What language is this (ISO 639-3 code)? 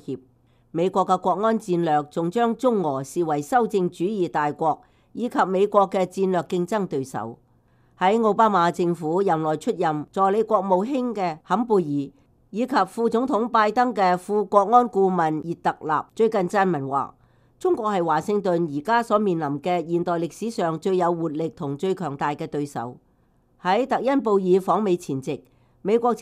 yue